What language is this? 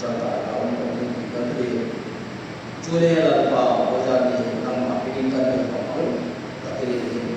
Hmar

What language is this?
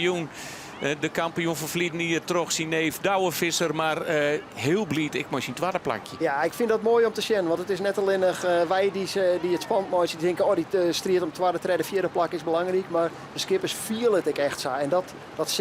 Western Frisian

